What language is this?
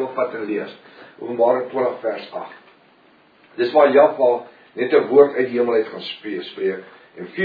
Afrikaans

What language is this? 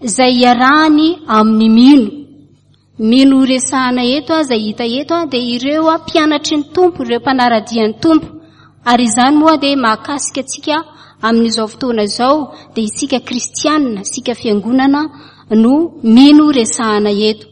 Malagasy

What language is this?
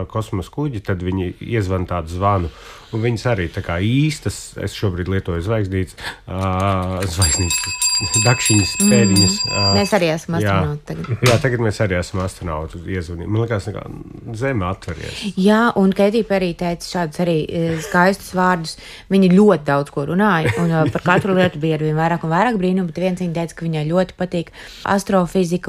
Latvian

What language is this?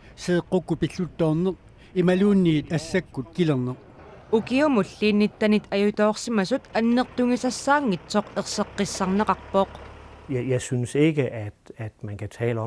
Kalaallisut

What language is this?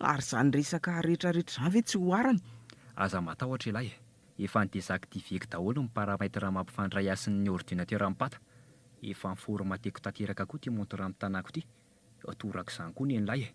Malagasy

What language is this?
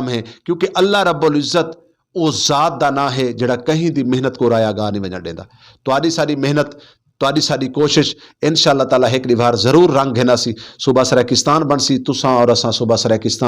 Saraiki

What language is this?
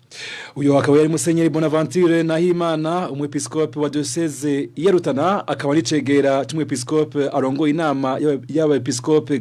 Rundi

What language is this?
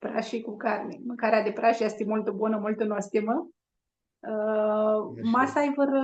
Aromanian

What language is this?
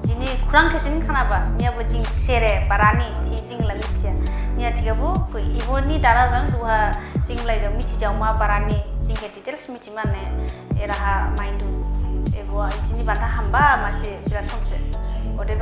Dimasa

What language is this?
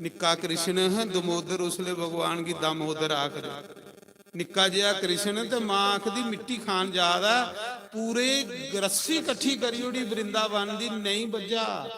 Dogri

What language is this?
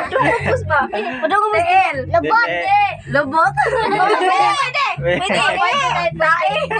Cebuano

